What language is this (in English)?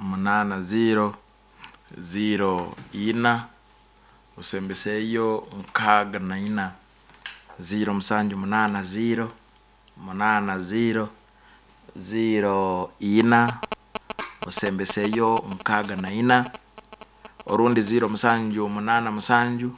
Nyankole